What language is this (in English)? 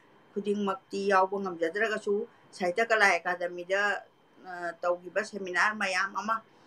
Manipuri